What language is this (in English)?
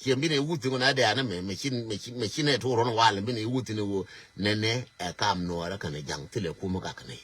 Nuer